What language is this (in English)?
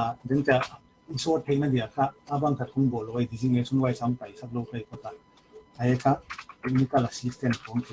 Paite Chin